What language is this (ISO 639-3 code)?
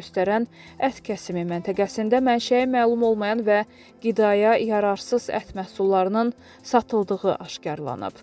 aze